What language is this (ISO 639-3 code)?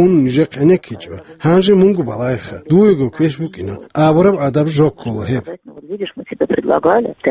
ava